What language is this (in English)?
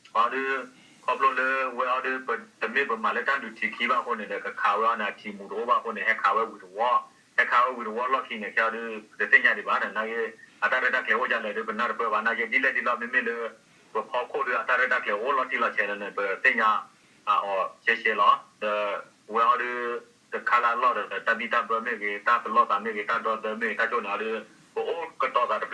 S'gaw Karen